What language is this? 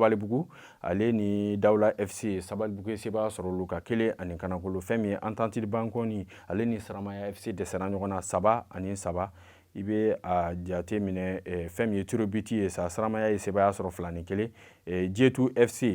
Bambara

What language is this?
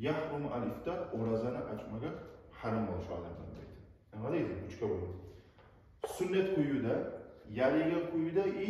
Kumyk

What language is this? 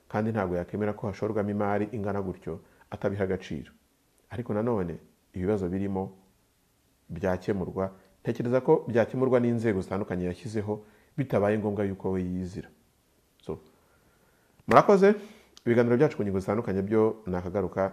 Kinyarwanda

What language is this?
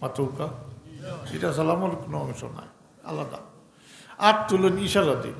Sylheti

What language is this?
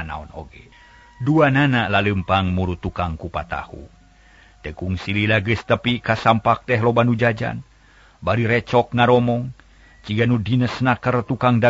Sundanese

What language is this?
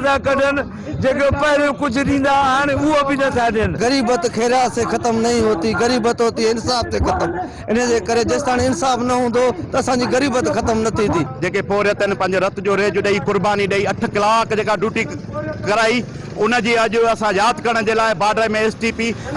Sindhi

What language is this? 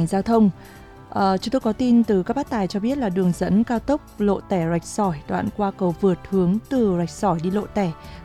Vietnamese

